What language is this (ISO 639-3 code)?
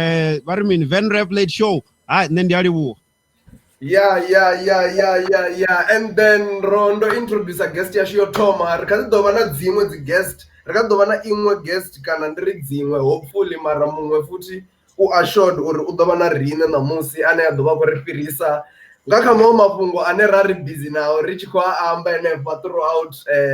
ven